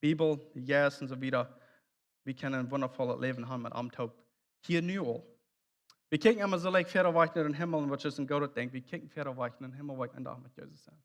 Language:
Plautdietsch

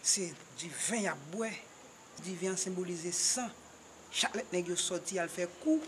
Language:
Haitian Creole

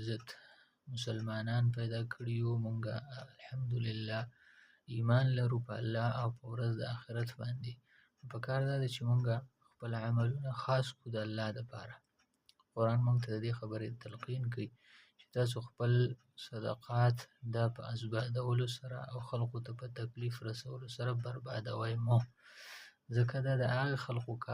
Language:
Pashto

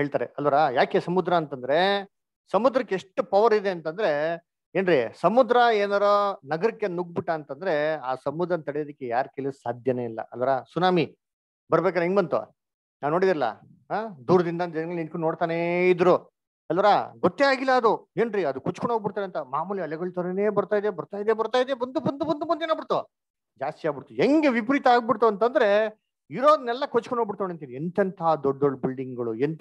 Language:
Kannada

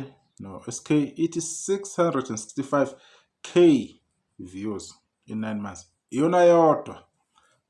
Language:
Zulu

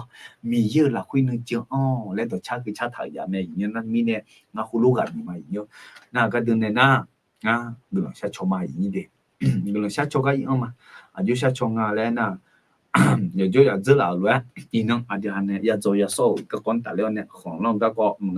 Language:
Akha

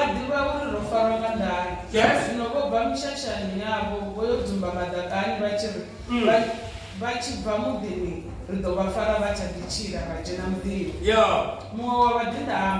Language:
Venda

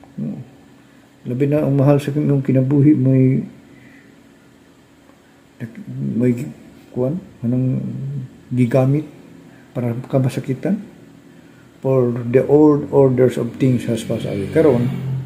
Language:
Cebuano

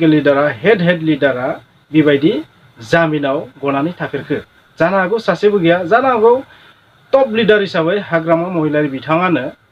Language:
Bodo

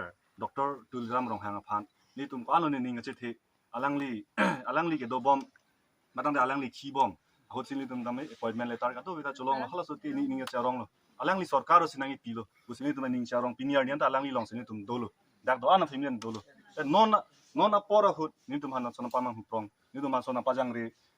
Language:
Karbi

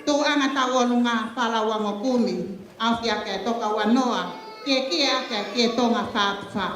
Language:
Tongan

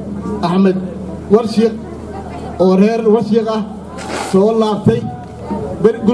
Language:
Somali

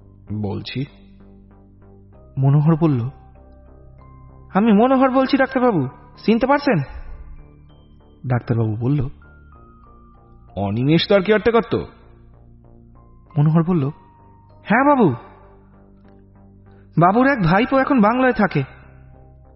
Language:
Bangla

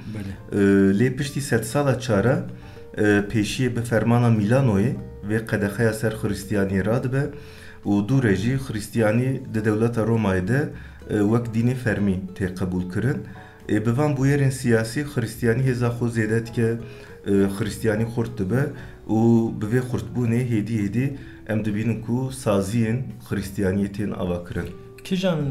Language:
Kurdish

